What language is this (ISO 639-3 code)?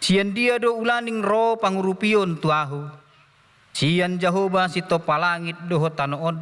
bbc